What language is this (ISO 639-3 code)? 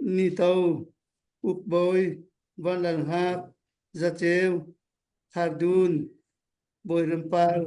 cnh